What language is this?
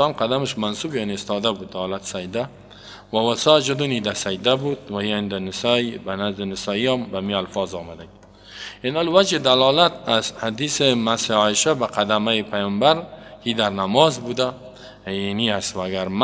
Persian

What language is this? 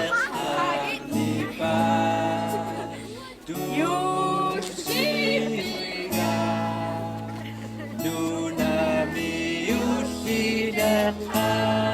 Kalaallisut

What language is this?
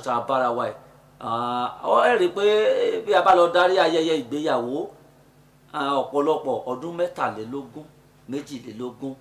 Yoruba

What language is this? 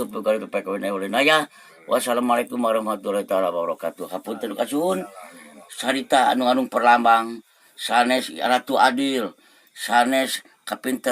Sundanese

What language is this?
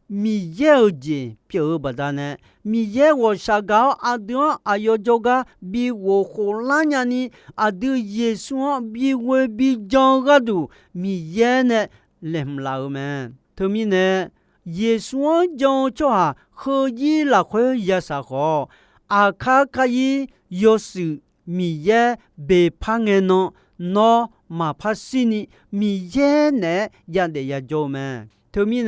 Akha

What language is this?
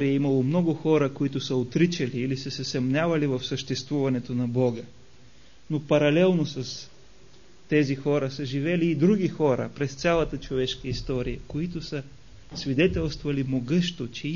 Bulgarian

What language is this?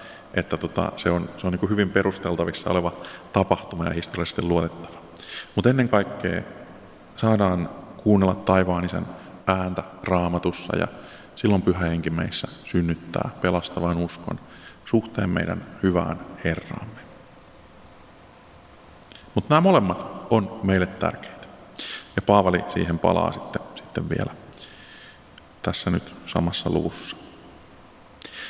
Finnish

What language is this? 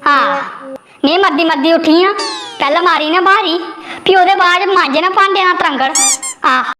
Dogri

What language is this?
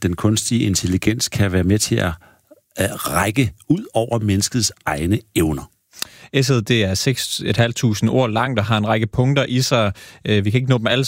Danish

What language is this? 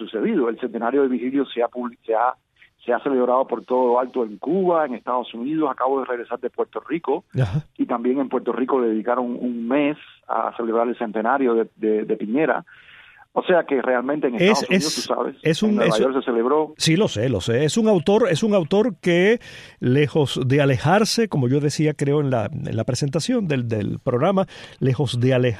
Spanish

